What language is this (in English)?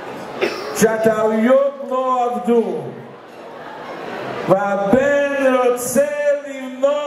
Hebrew